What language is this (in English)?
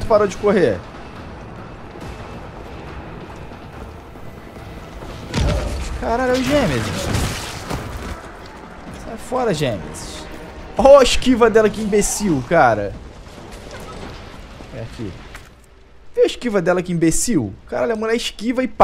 Portuguese